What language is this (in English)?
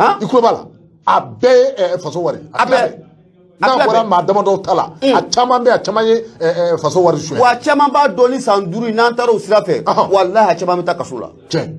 Bambara